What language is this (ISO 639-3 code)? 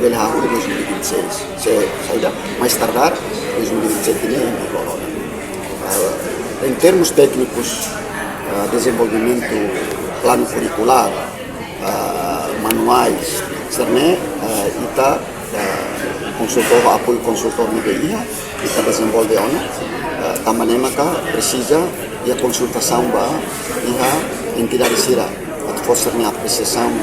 tet